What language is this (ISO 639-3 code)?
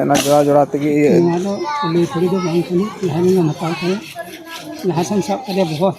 sat